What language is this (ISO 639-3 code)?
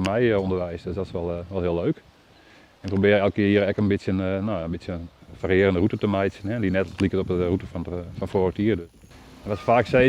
fry